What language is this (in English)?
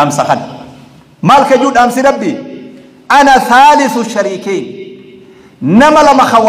Oromo